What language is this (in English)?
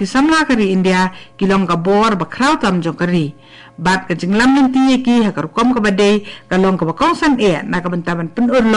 Khasi